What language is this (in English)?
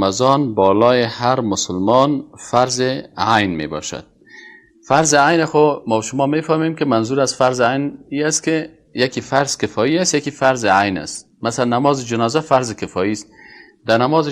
Persian